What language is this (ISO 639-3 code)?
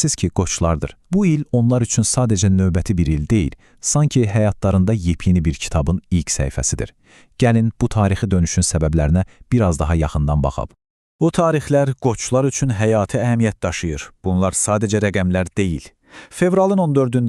aze